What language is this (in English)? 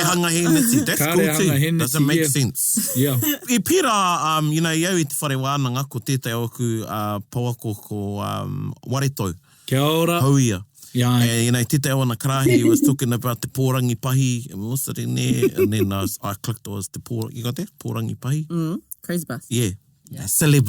Māori